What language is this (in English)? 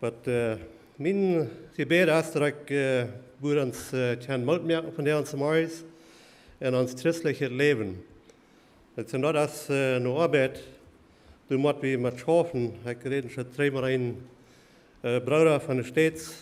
Plautdietsch